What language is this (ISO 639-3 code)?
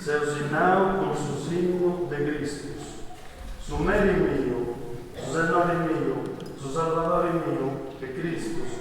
srd